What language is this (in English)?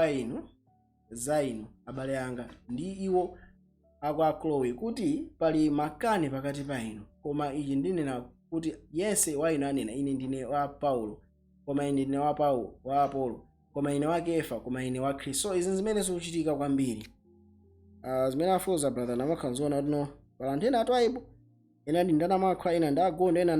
Nyanja